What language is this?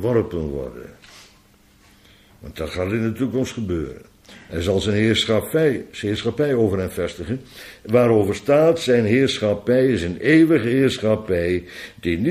Dutch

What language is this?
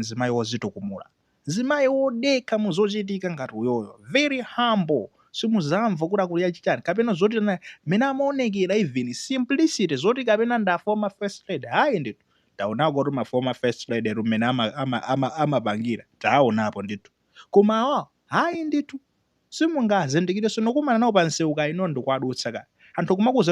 Nyanja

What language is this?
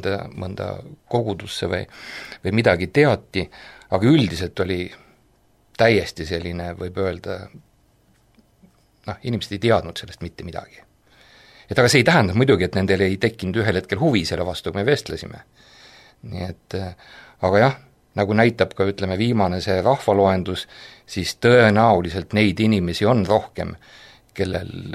Estonian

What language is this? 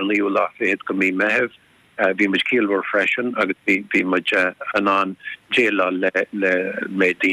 Irish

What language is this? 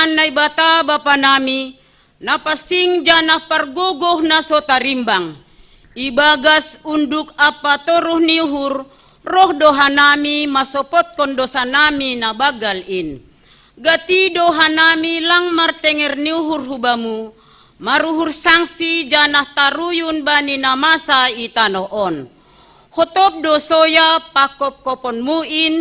Batak Simalungun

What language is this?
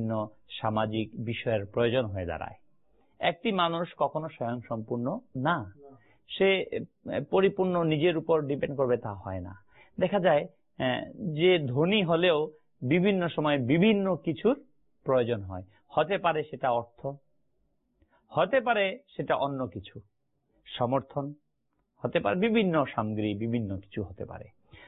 Bangla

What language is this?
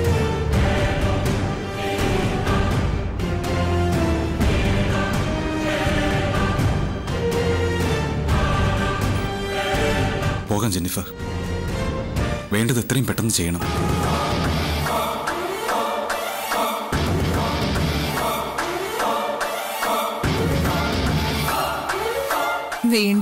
Malayalam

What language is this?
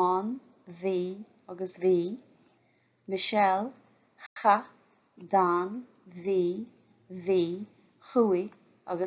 Irish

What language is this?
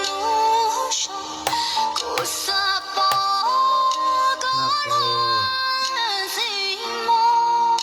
Hmong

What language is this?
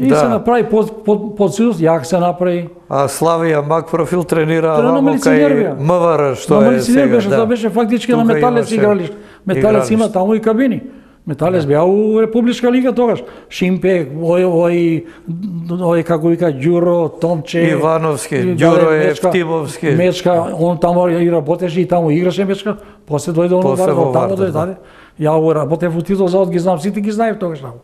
Macedonian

